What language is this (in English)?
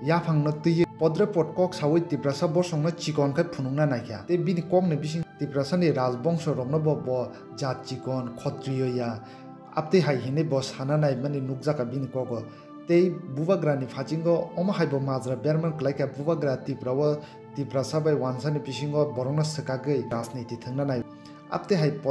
Kok Borok